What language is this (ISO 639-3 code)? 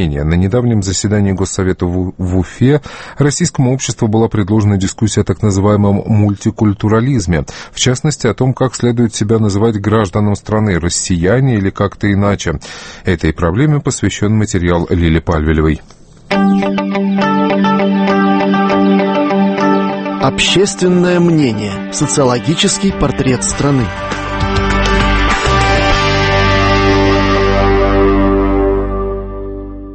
rus